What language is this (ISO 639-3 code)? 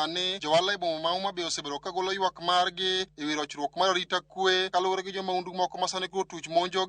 luo